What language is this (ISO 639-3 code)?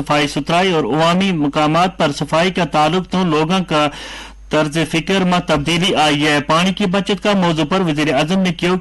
gju